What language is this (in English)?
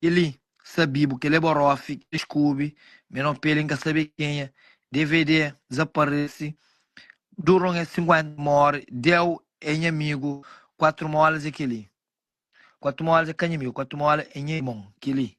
Kabuverdianu